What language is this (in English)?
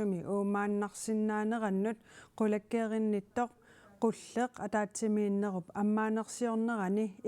Kalaallisut